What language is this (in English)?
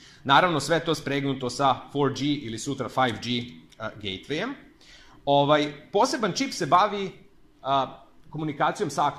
Serbian